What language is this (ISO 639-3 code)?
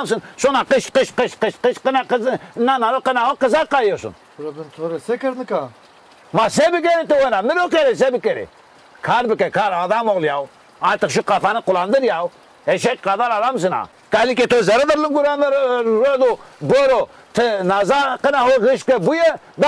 zza